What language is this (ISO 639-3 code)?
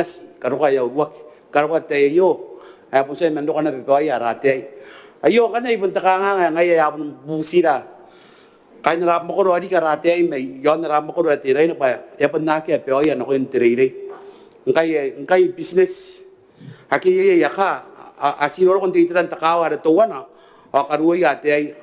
gil